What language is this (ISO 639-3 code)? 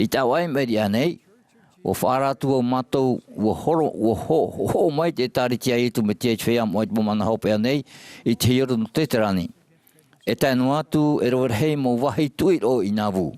tah